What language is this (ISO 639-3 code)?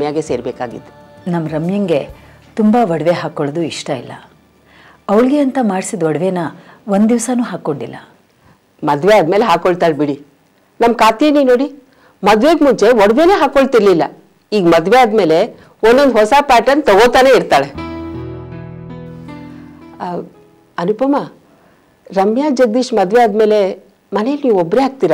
kan